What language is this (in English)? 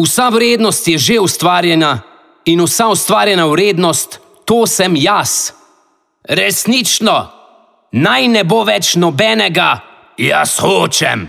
Slovenian